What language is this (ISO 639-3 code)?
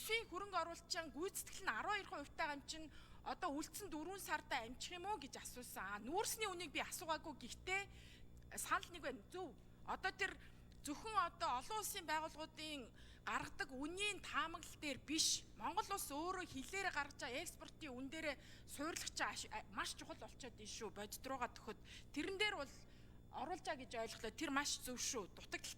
mon